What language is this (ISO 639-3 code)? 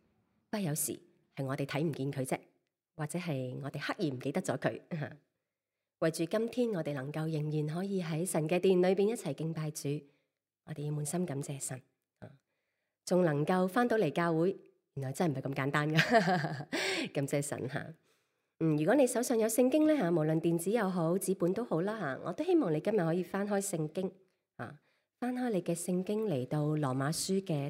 yue